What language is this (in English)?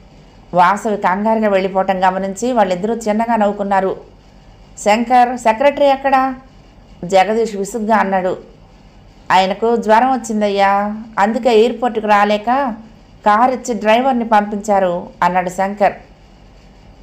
Telugu